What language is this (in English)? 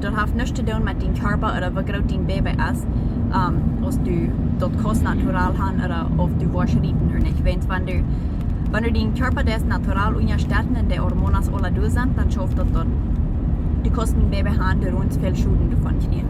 Plautdietsch